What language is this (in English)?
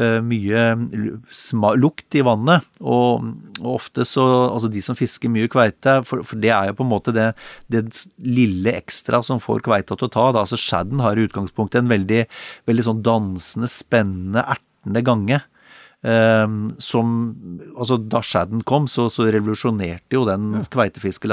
Norwegian